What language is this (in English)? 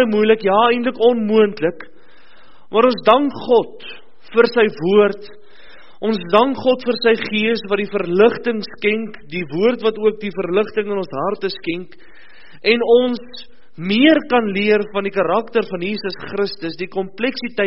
Afrikaans